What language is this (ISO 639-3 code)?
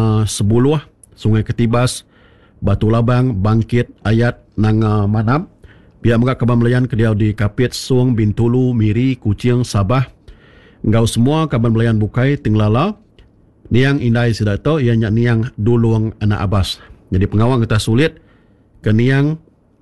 iba